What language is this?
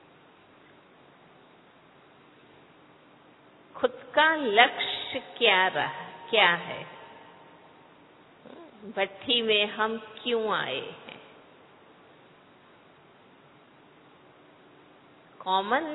Hindi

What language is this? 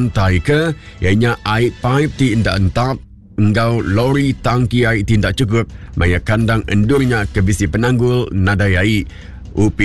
Iban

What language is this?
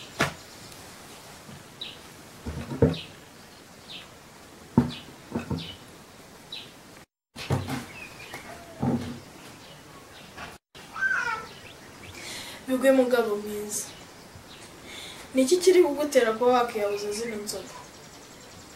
Kinyarwanda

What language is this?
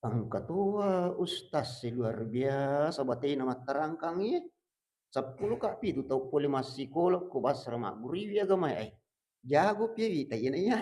Buginese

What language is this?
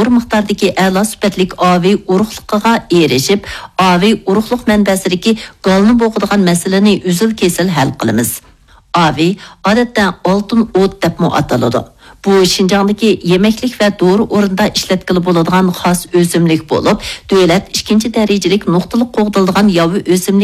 Uyghur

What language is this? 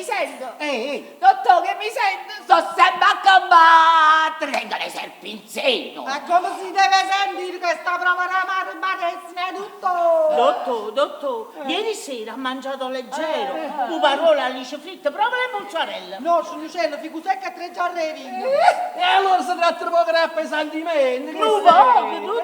Neapolitan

